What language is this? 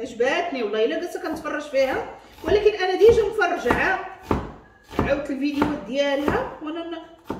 Moroccan Arabic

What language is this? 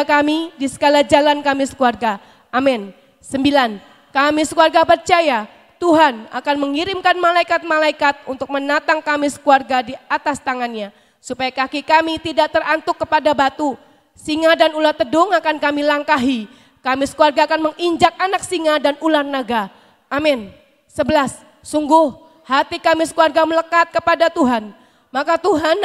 Indonesian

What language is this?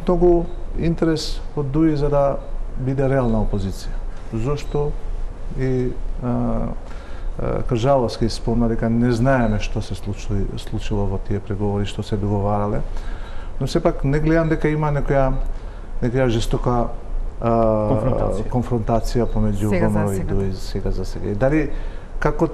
Macedonian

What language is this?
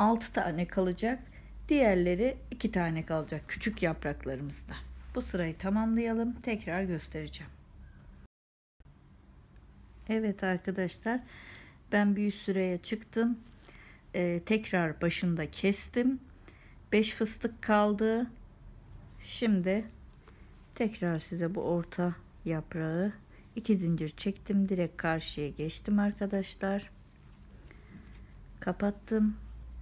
Turkish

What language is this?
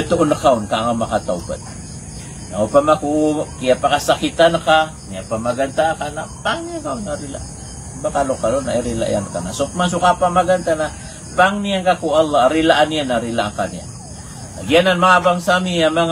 Maranao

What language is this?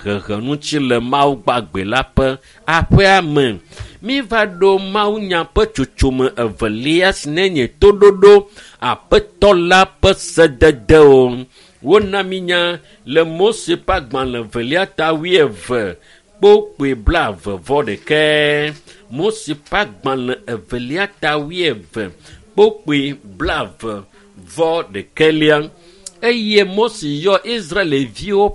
Ewe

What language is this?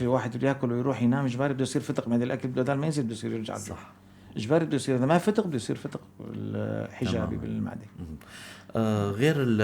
North Levantine Arabic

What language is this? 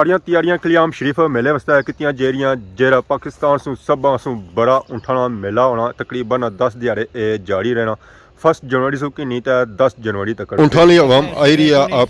Pahari-Potwari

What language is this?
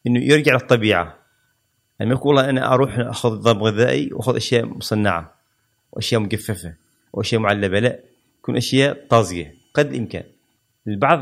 Gulf Arabic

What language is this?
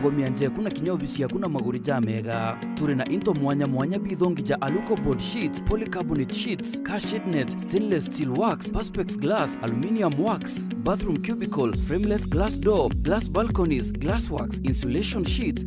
Meru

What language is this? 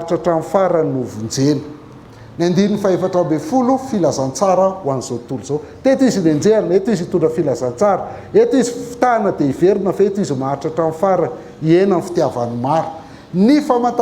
Malagasy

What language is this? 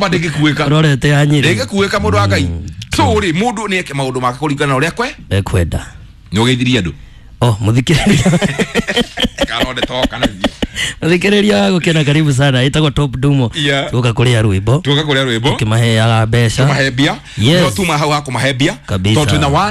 Kikuyu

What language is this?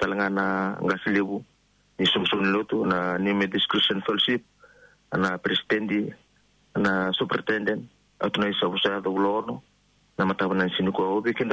Fijian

